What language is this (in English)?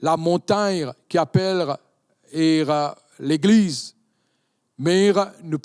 Morisyen